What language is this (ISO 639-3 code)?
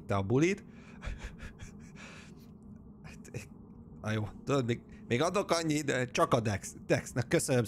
hun